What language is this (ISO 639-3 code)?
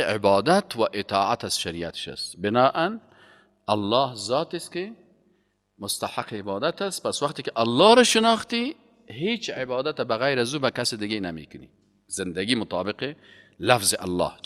fas